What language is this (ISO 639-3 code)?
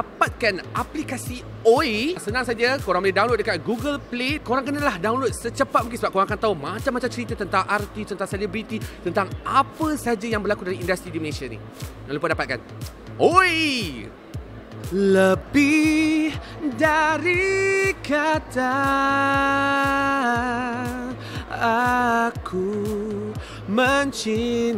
msa